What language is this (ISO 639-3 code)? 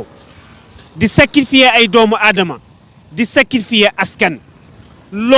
wol